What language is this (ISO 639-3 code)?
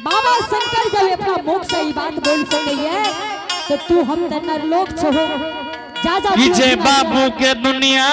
anp